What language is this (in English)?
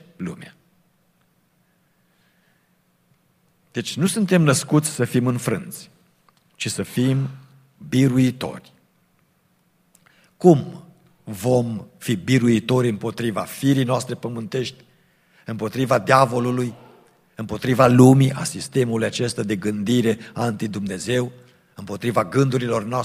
Romanian